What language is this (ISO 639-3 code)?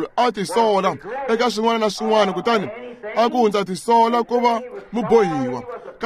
tso